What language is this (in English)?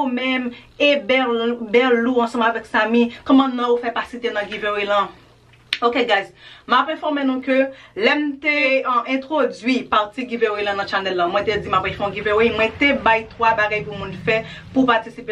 Haitian Creole